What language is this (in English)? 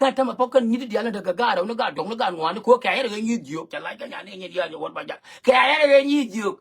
Nuer